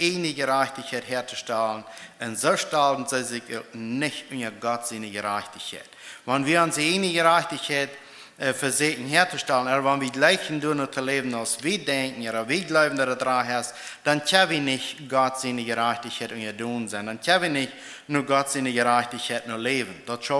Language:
Plautdietsch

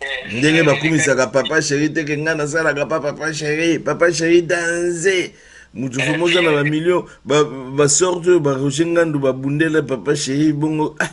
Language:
Lingala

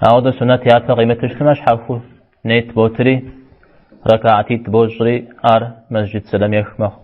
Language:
Kabardian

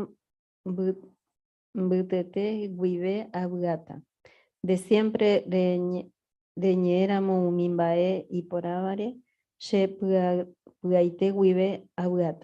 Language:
Guarani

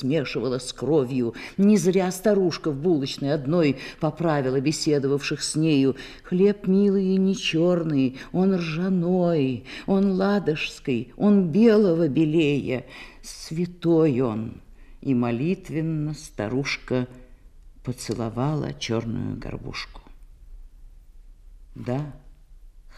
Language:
Russian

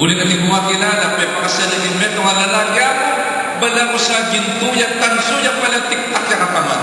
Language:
Pampanga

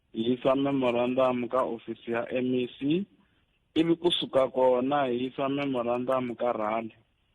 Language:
Tsonga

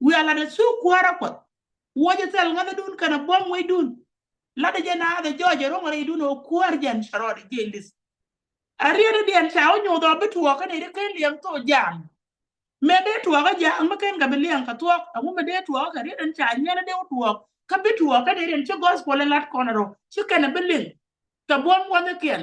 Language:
Nuer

